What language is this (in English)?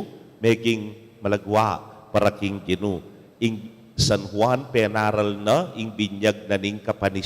Pampanga